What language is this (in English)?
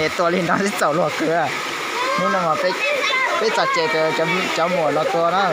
Hmong